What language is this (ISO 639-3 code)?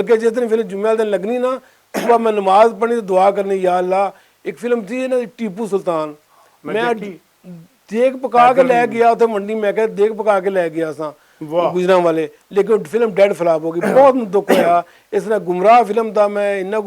lah